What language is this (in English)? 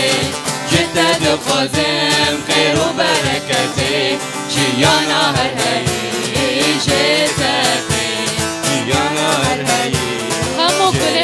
Kurdish